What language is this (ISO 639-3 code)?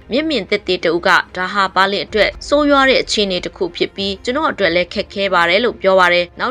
mya